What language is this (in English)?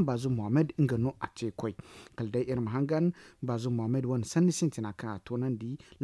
Zarma